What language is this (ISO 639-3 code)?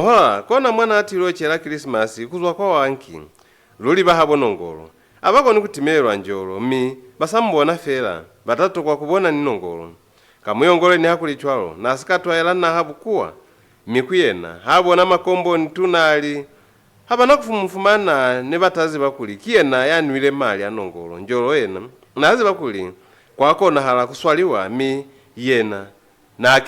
loz